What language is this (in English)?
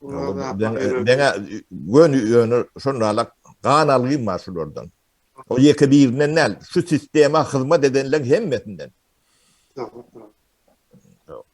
Turkmen